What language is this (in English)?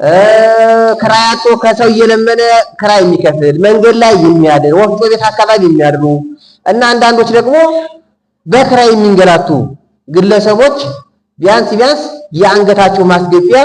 Amharic